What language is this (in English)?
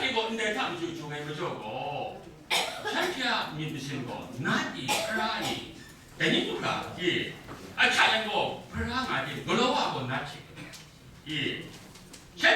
Kachin